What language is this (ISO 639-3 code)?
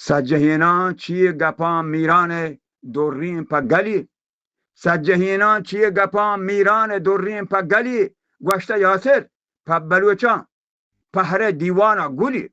bal